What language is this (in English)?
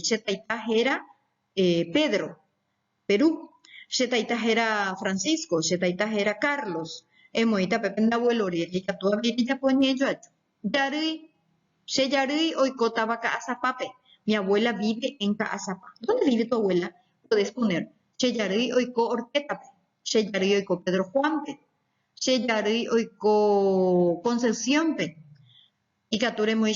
Guarani